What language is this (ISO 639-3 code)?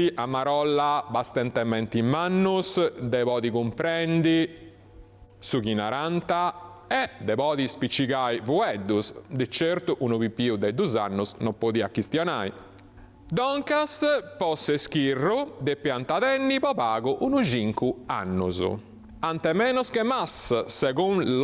srd